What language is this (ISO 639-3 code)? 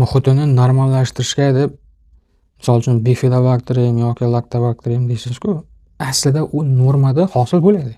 uzb